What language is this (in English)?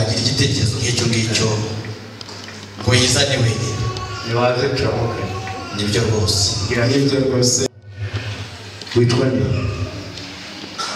Kinyarwanda